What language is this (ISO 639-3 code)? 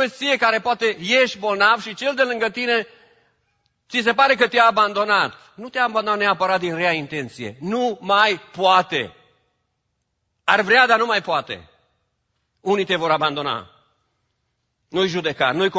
ron